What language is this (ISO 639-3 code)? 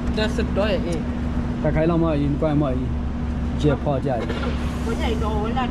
ksw